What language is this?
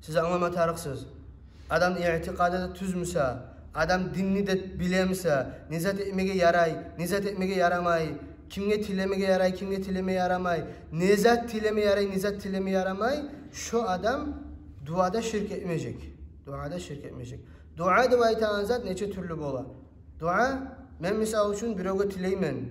Kumyk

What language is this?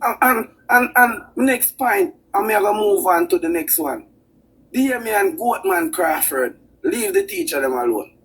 Jamaican Creole English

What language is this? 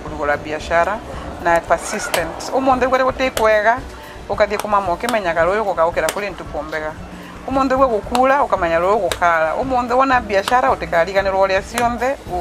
Meru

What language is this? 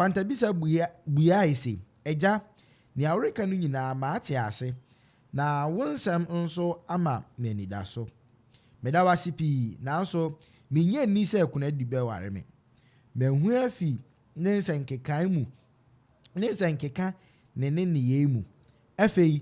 Akan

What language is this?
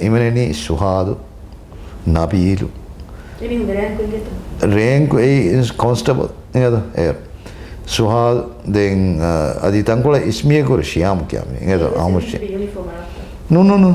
Divehi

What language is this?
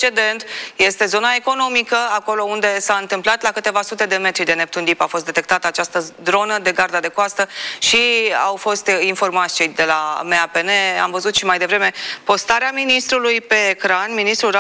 Romanian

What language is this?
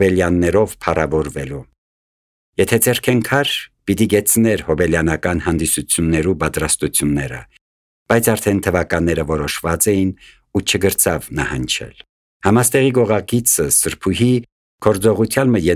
Armenian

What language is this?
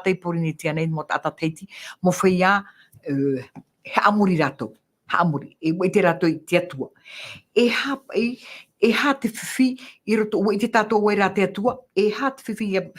Tahitian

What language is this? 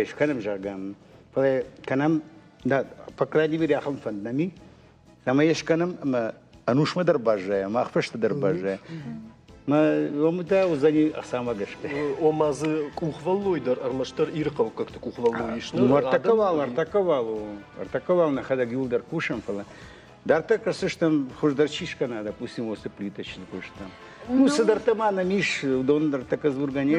Ossetic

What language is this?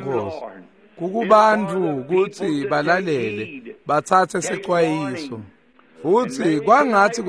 Swati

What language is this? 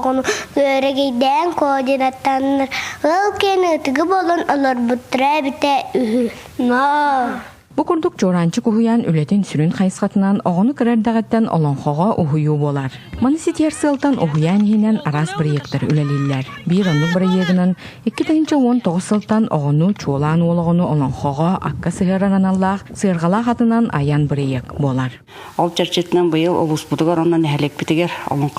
Yakut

